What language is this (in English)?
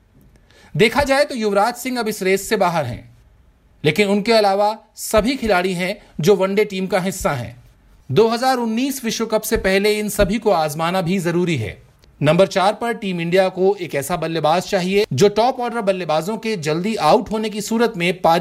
Hindi